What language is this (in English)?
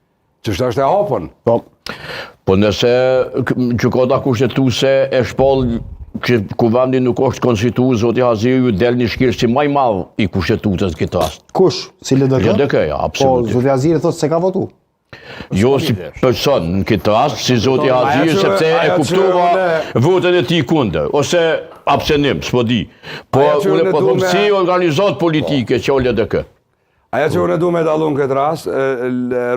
Albanian